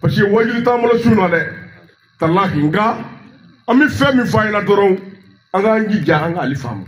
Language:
Bambara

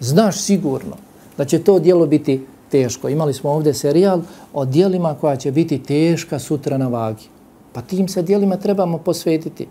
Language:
Bosnian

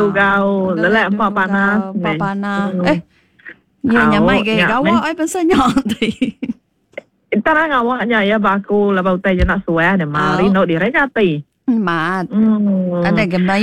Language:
Iban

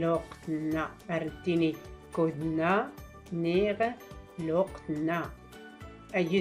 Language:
Tachelhit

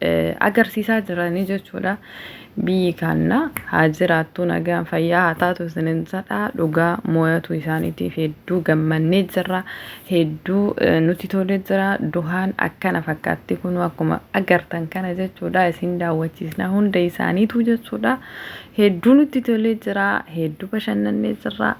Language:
Oromo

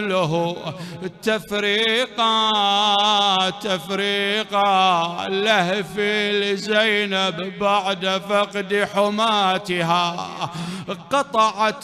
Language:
Mesopotamian Arabic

